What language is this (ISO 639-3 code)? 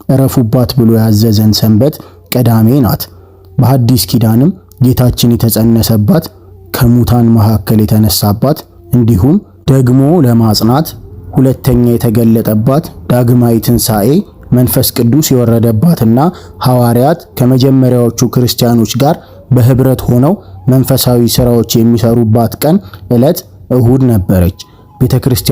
amh